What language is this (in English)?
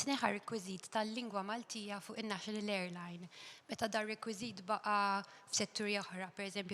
Maltese